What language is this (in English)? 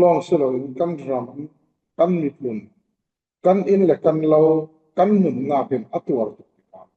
Falam Chin